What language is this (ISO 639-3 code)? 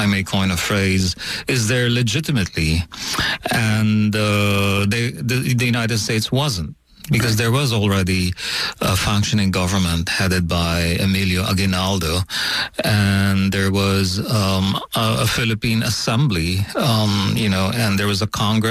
eng